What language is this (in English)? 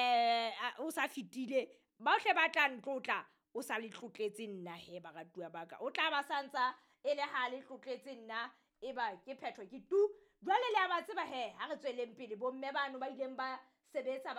Southern Sotho